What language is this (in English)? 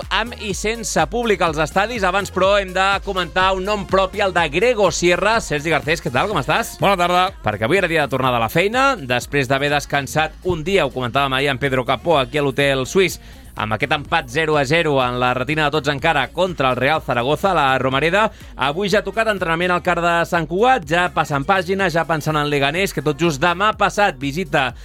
Catalan